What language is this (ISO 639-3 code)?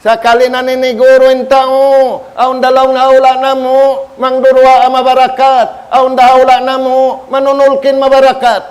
tsg